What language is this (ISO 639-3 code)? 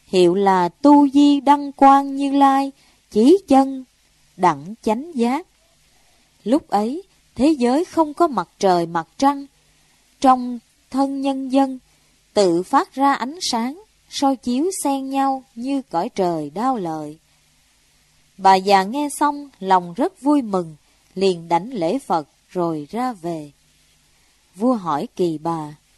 vie